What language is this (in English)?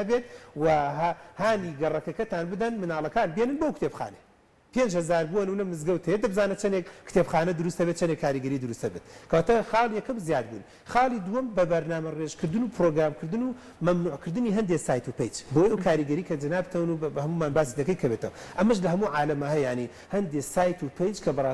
Central Kurdish